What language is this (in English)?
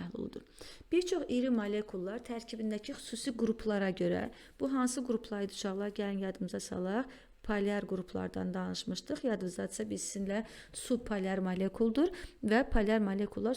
Azerbaijani